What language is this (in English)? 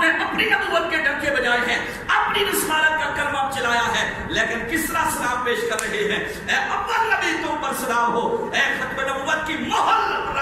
Urdu